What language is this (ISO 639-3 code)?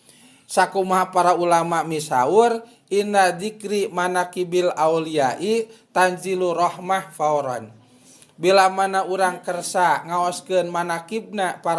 sun